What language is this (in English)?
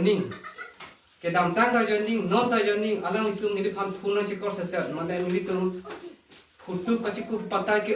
Karbi